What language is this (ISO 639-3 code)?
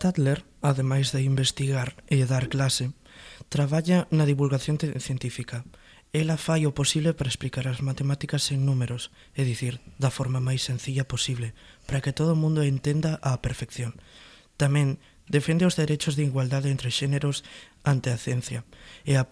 glg